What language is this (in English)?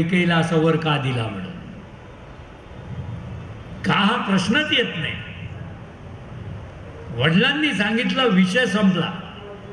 Marathi